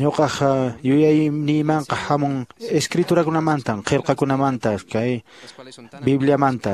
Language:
Quechua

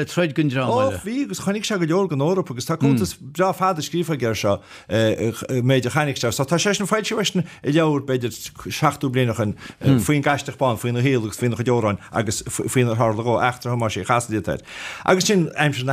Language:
Irish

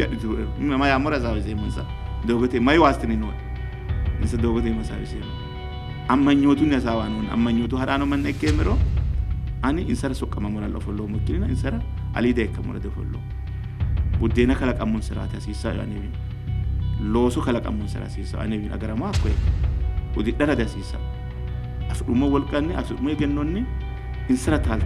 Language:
Sidamo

